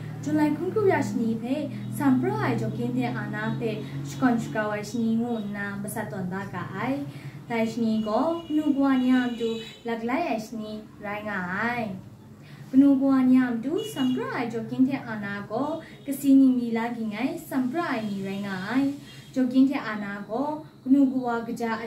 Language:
Kachin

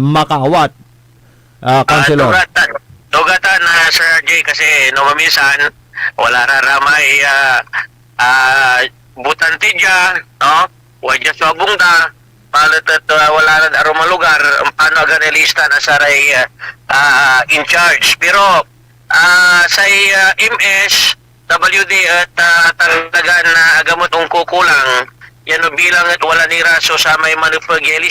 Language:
Pangasinan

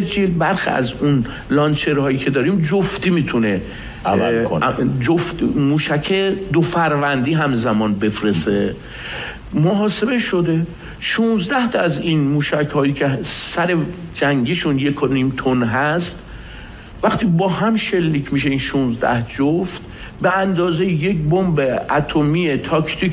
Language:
Persian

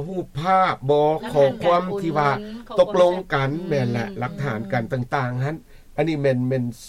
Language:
Lao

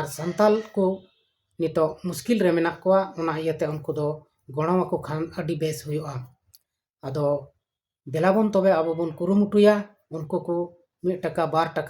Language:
Santali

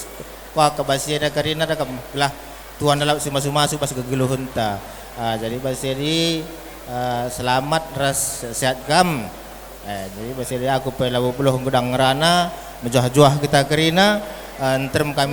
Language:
Batak Karo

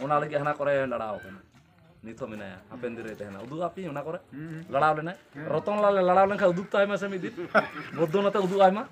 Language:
Santali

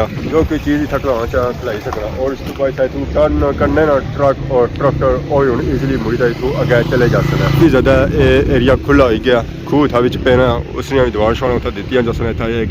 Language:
Pahari-Potwari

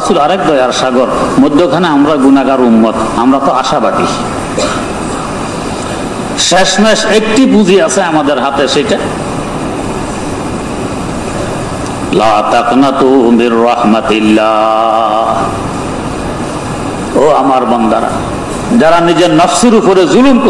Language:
Bangla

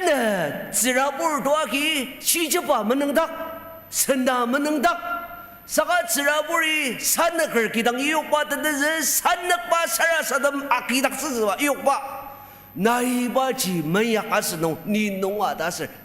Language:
Ao Naga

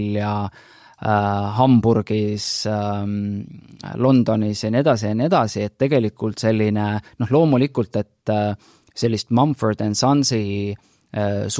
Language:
Estonian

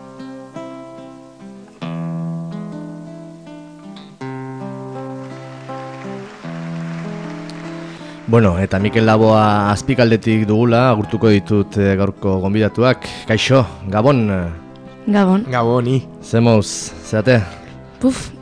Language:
Basque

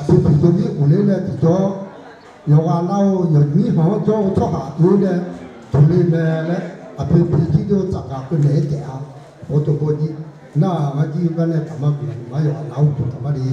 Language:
Akha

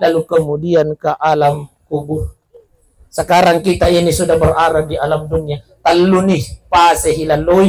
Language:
Buginese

